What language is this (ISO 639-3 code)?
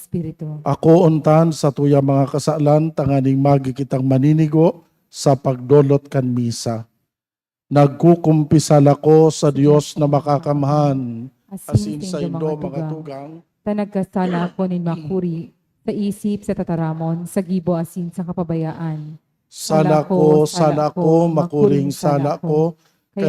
bik